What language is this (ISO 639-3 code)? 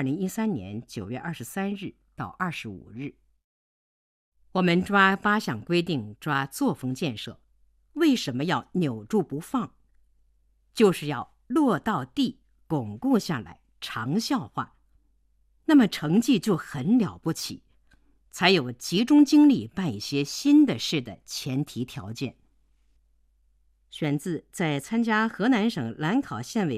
zho